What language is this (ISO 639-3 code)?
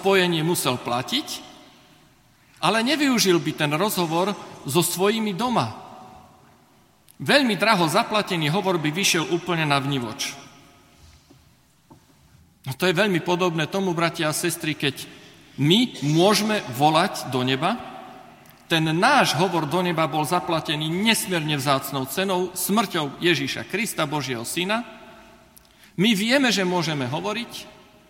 slk